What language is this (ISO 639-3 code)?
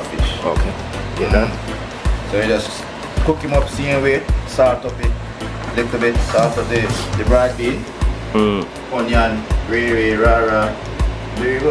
jam